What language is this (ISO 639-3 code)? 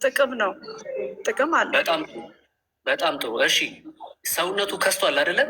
amh